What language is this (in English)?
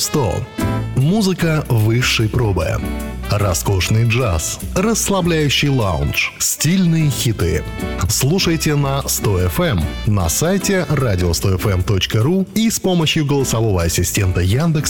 Russian